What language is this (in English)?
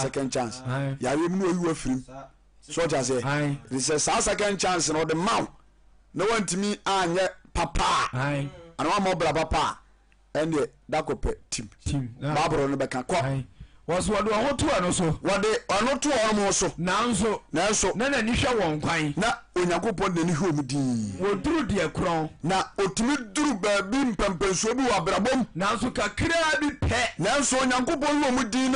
Akan